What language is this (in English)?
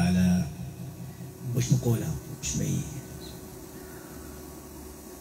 Arabic